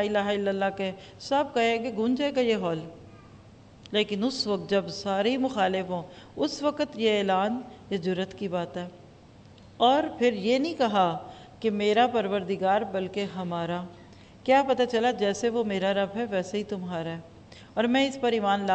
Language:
Urdu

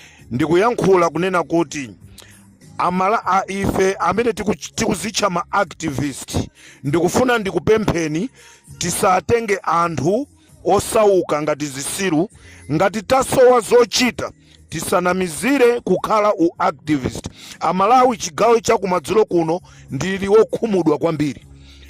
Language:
Nyanja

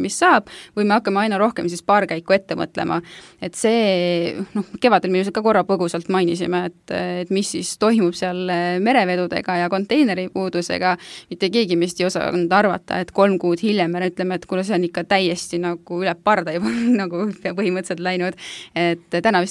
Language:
Estonian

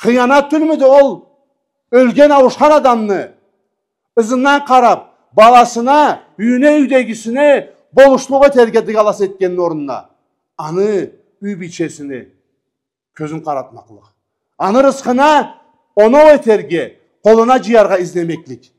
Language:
Karachay-Balkar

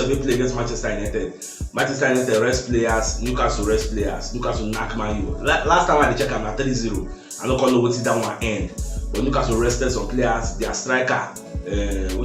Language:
Nigerian Pidgin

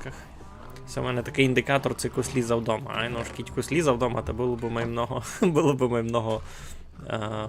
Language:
Rusyn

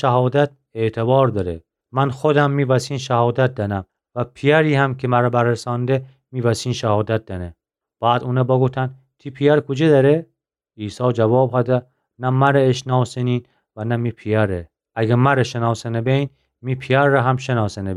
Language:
Gilaki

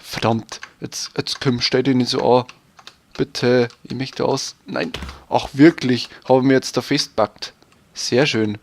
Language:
Bavarian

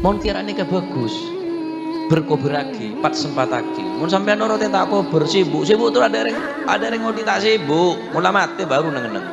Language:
Madurese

